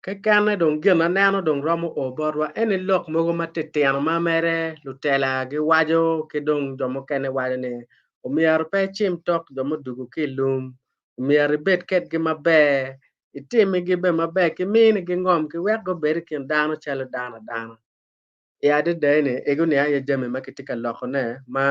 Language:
Acoli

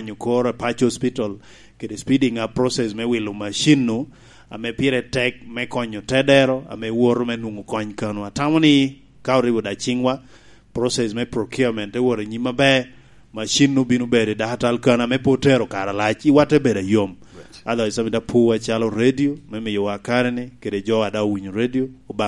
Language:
Lango (Uganda)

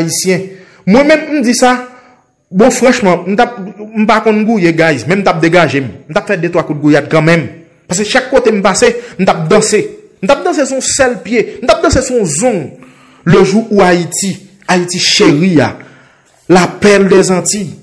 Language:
Haitian Creole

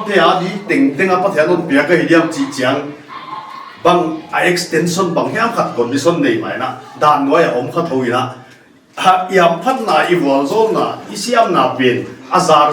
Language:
Paite Chin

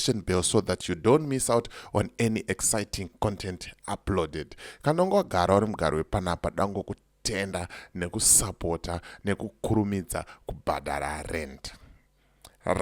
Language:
Shona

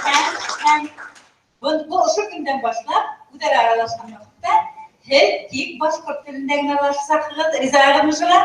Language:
Bashkir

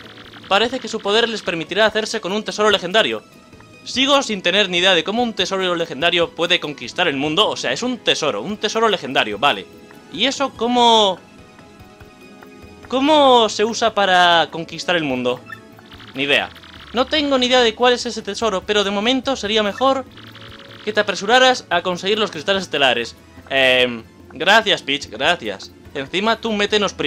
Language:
Spanish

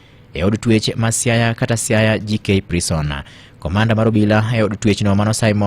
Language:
Luo (Kenya and Tanzania)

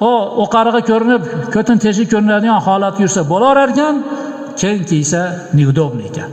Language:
Uzbek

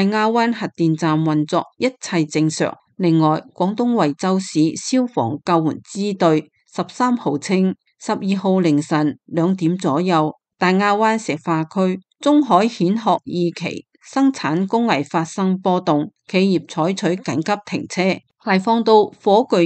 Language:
Cantonese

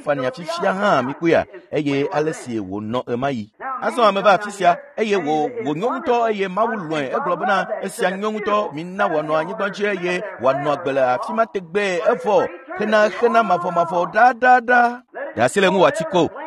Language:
Ewe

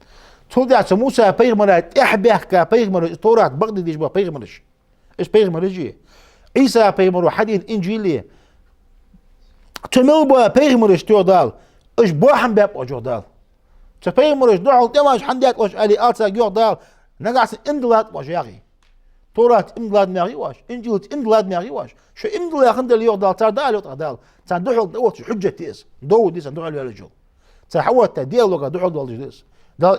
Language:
Ingush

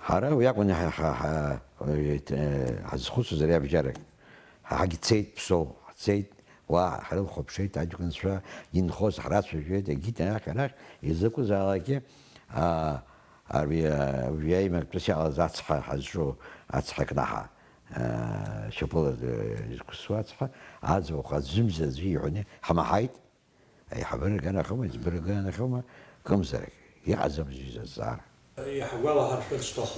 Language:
Abkhazian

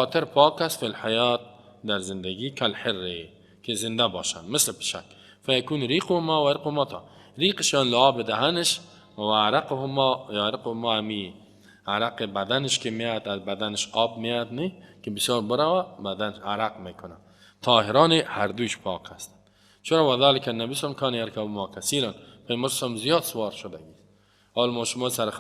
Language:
Persian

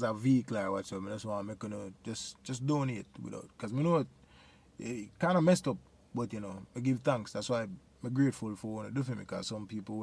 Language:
Jamaican Creole English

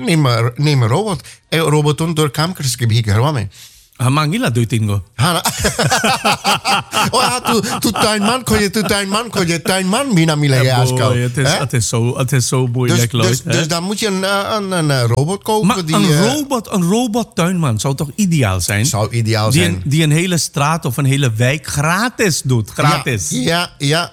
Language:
Dutch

